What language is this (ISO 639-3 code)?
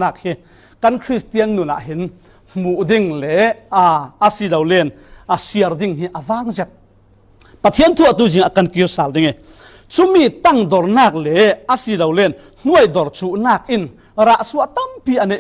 cfm